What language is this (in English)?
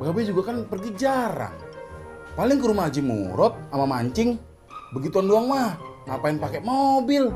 Betawi